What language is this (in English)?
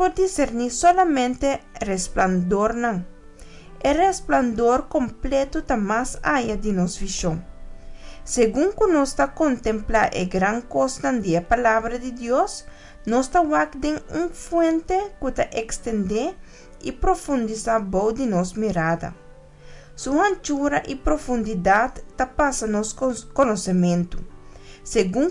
Papiamento